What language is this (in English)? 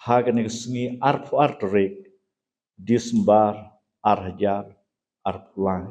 Khasi